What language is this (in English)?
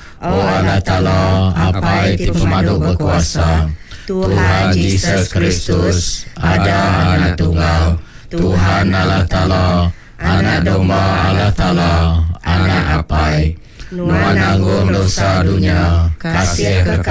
Iban